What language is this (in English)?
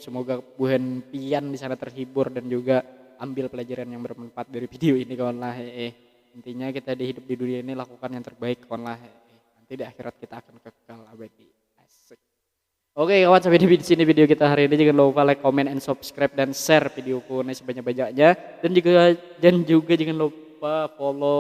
Banjar